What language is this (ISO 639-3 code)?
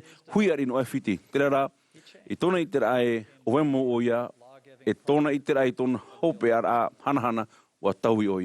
tah